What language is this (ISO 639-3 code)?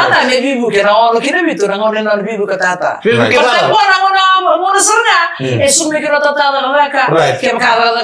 fij